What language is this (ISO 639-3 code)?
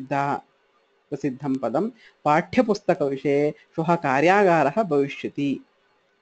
san